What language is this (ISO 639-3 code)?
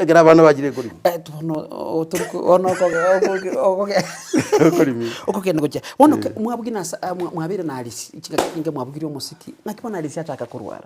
guz